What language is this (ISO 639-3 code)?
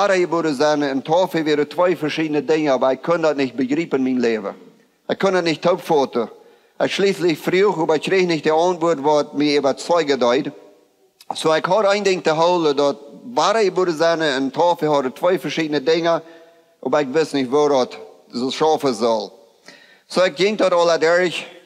pdt